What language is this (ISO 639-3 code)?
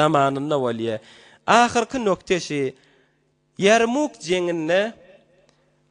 tuk